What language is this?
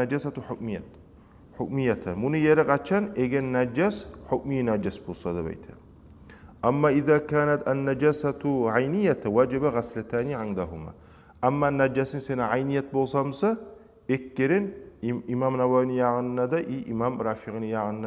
Kumyk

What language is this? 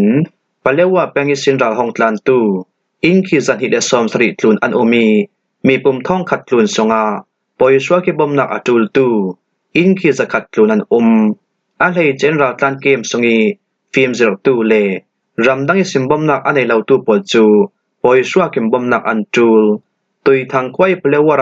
Falam Chin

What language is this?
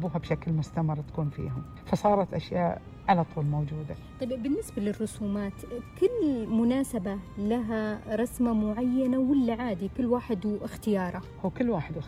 Najdi Arabic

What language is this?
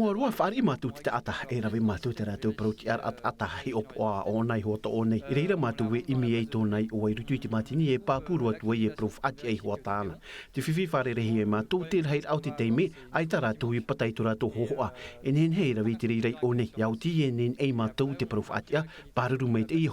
Tahitian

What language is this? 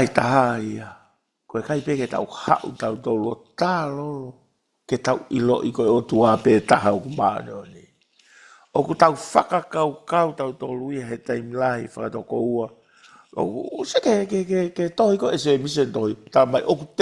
Tongan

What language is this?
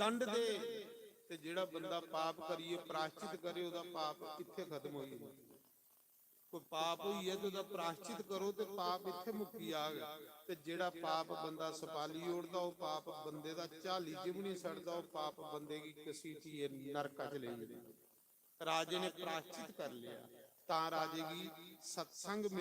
Dogri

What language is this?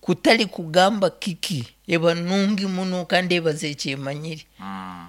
Nyoro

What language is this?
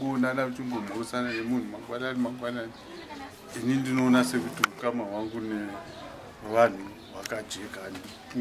Shona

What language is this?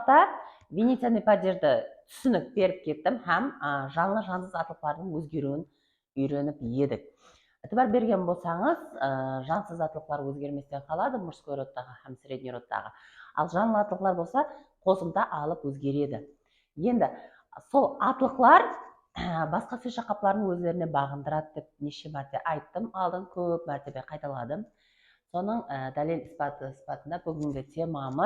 Kara-Kalpak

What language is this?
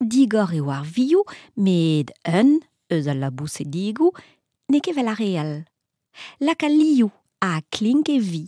Breton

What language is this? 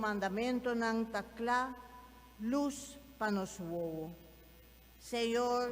Papiamento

